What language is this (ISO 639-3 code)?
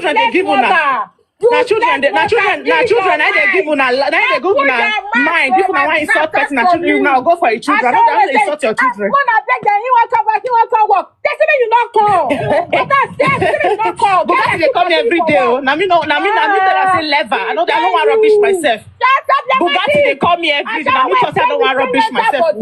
pcm